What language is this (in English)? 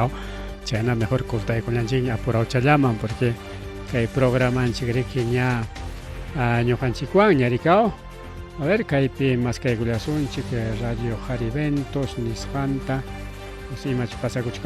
Ayacucho Quechua